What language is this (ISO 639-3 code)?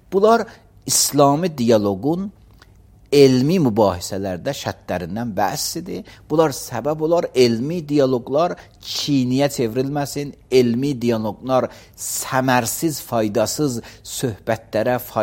aze